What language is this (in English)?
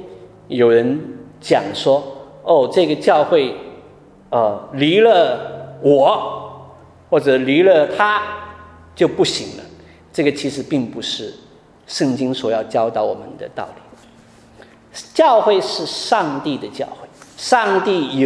Chinese